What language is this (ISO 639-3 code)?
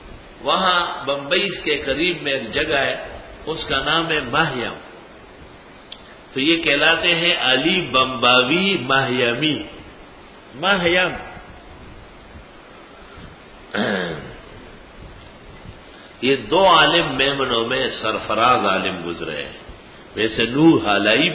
urd